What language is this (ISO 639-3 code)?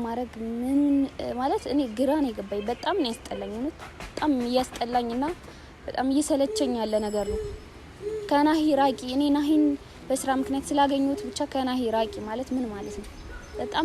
amh